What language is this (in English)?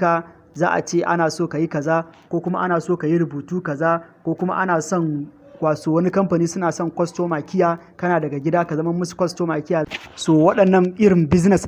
Hausa